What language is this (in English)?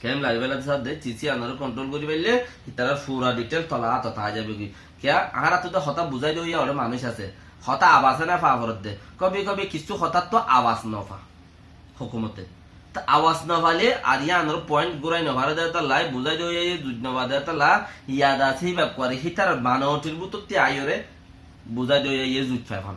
Rohingya